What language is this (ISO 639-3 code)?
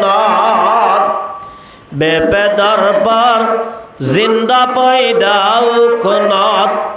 rhg